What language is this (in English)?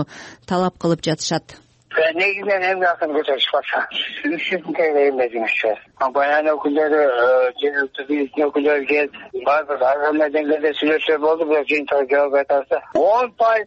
Kyrgyz